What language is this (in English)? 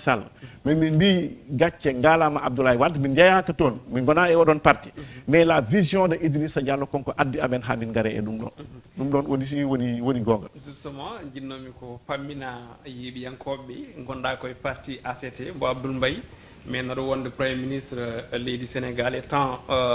Fula